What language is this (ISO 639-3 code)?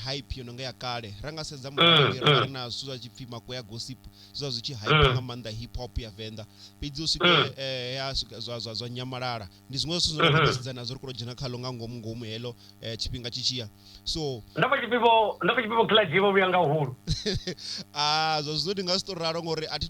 ven